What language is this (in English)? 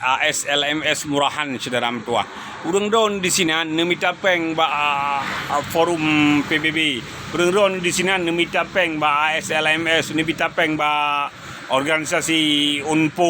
Achinese